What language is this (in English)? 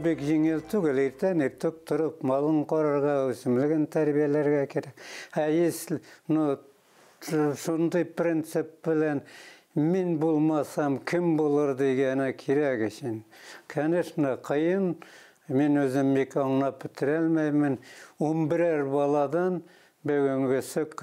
Bashkir